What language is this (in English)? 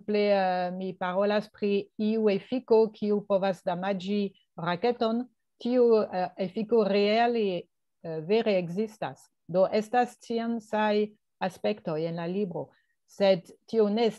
Esperanto